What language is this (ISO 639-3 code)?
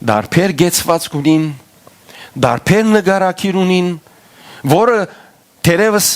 hyw